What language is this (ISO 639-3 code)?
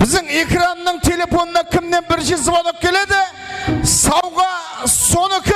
kaa